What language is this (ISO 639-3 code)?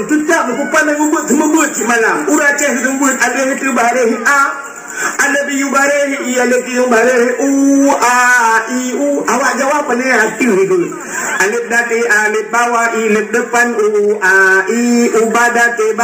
ace